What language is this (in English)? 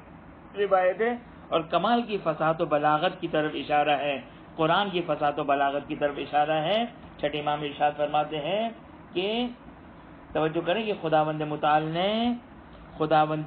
Urdu